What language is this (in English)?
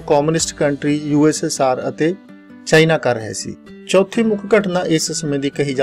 Punjabi